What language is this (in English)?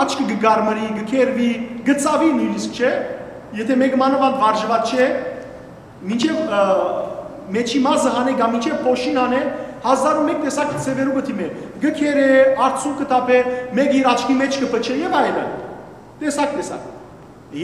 Western Armenian